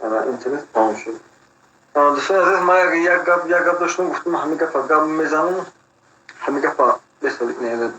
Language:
Tajik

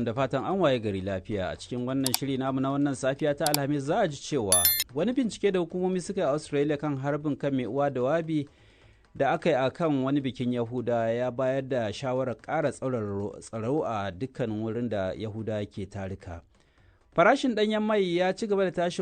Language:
Hausa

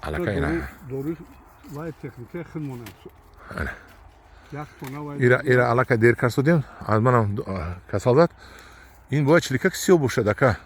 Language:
Tajik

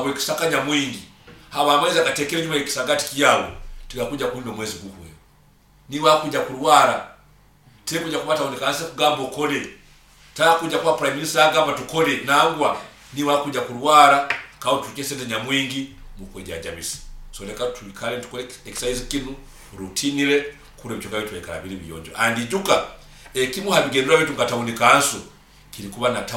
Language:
Nyoro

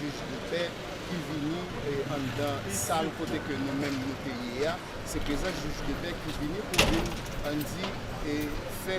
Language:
Haitian Creole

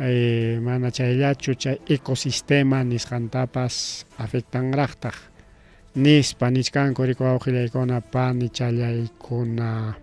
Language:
Ayacucho Quechua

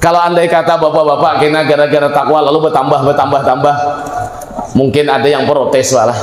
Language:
Banjar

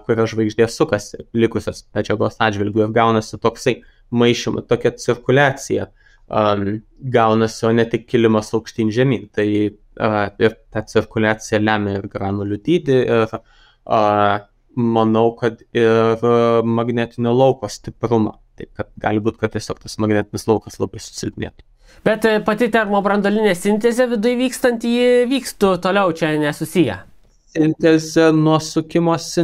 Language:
Lithuanian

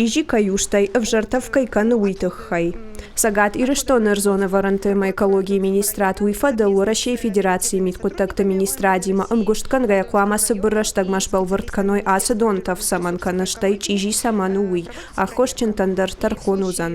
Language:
Ossetic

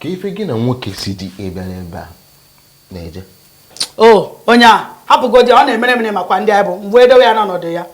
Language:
Igbo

